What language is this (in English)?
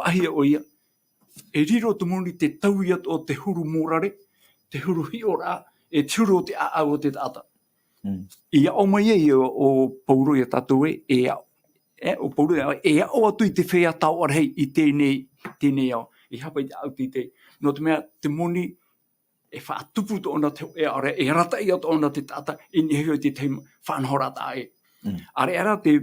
Tahitian